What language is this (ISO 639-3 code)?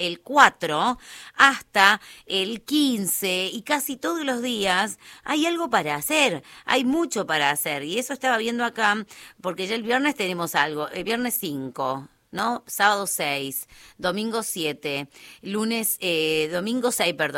spa